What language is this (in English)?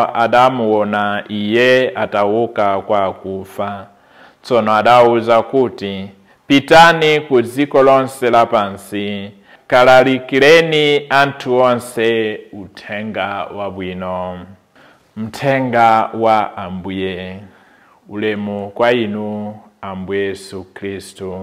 Nyanja